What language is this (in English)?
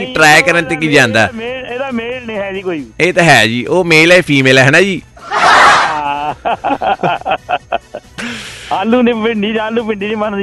Punjabi